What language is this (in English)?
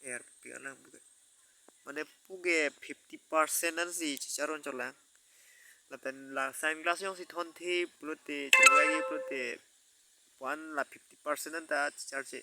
Karbi